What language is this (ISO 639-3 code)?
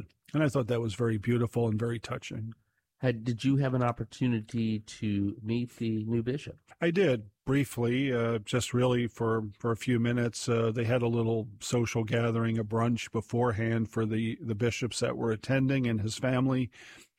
eng